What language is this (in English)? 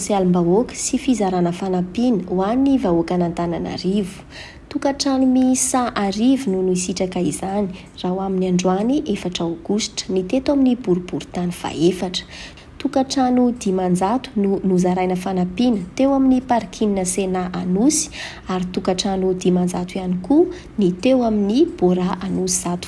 Malagasy